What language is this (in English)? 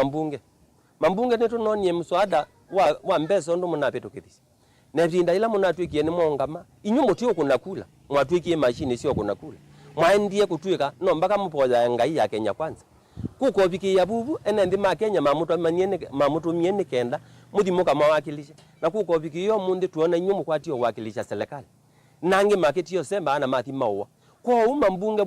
Kamba